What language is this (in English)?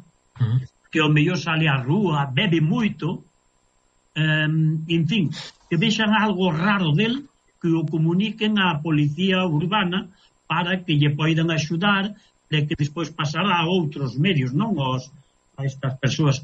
Galician